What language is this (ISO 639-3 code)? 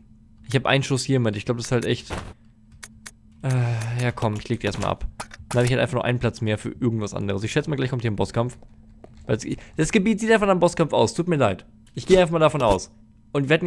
deu